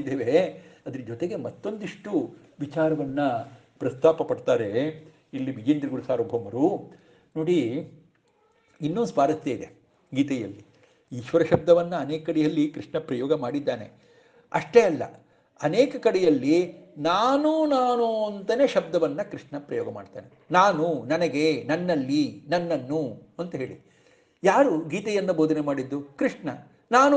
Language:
Kannada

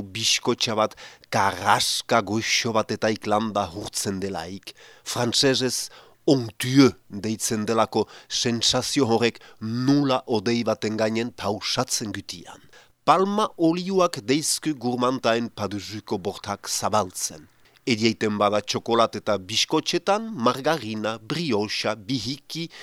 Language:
Basque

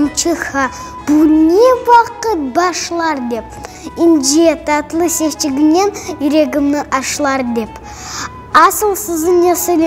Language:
Crimean Tatar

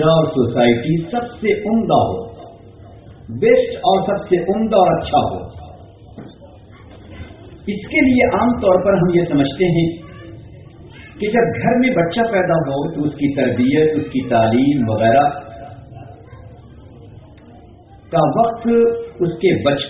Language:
Urdu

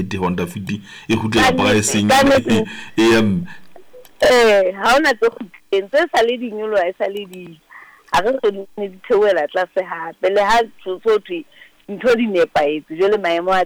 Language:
Southern Sotho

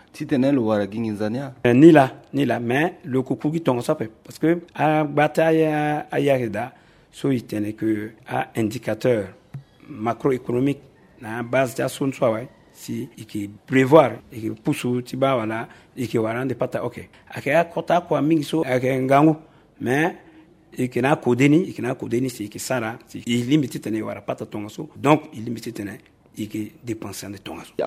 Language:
Sango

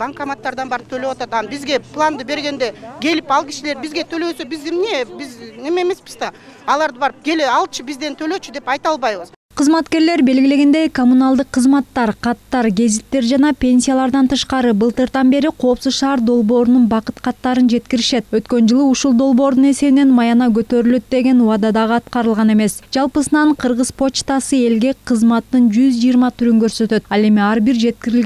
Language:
Kyrgyz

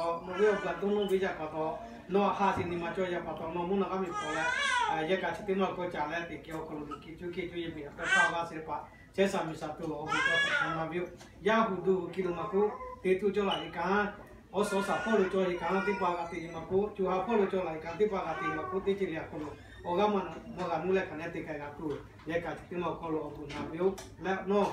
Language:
Lahu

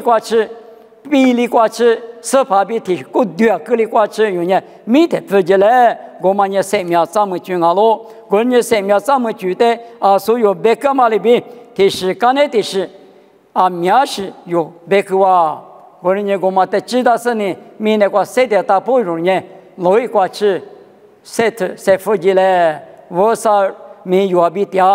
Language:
Lisu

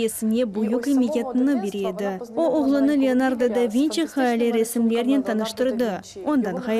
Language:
Crimean Tatar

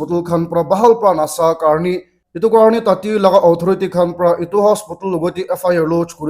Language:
Naga Pidgin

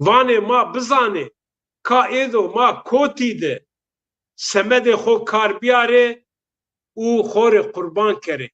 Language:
Zaza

